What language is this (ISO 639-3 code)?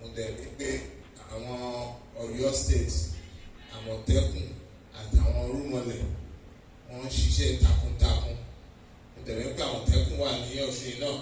yor